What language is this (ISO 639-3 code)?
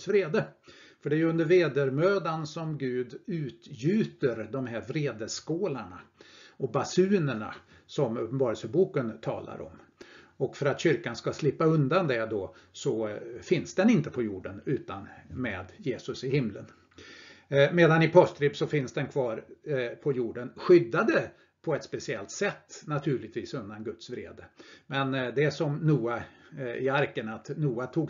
swe